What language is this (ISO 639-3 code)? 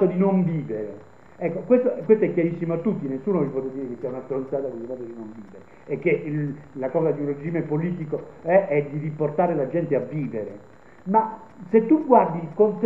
ita